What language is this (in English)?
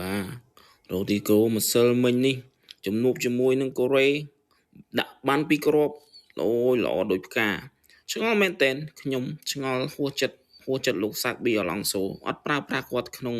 Khmer